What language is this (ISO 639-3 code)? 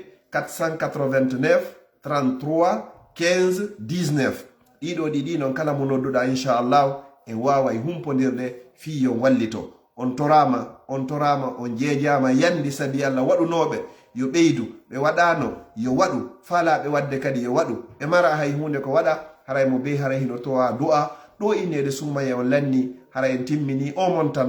ful